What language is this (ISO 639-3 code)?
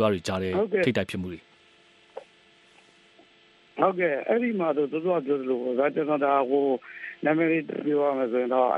mya